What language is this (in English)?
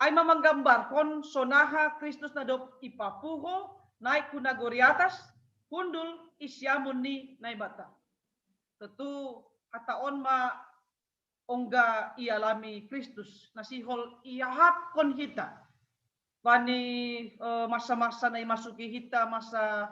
Batak Simalungun